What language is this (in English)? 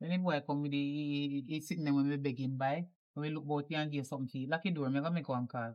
Jamaican Creole English